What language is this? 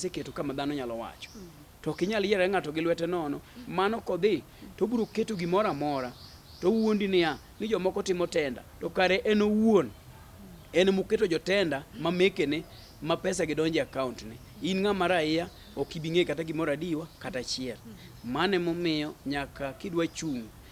Luo (Kenya and Tanzania)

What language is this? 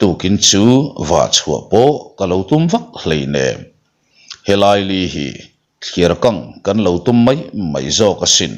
Mizo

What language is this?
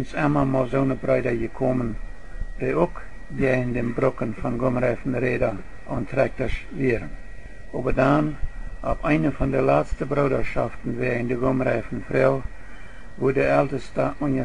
Plautdietsch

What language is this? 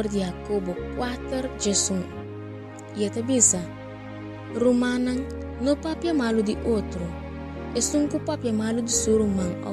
Papiamento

